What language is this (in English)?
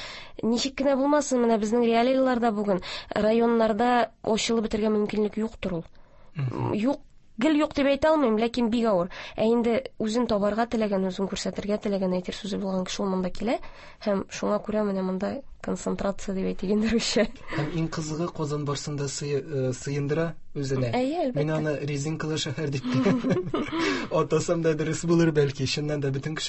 Tatar